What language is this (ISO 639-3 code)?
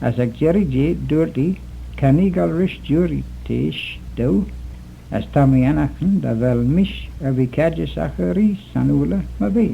glv